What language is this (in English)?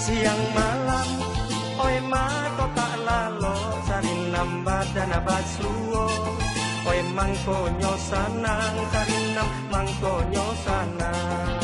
Minangkabau